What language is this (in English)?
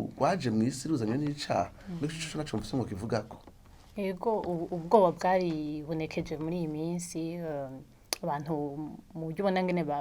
Rundi